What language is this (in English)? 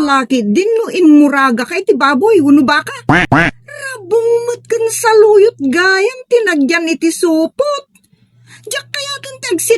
Iloko